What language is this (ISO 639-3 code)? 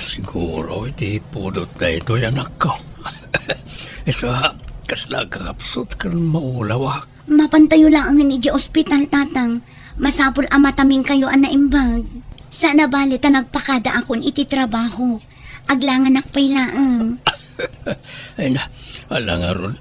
ilo